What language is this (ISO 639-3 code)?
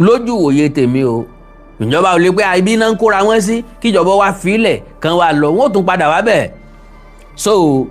yor